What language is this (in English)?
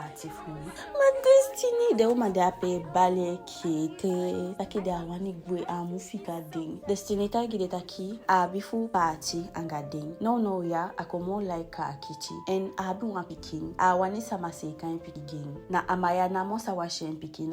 Eastern Maroon Creole